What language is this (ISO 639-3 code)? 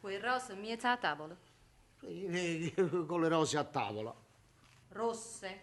nap